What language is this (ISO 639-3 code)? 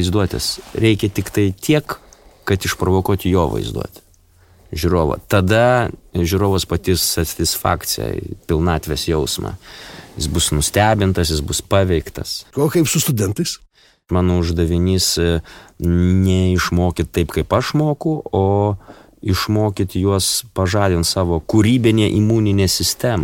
lit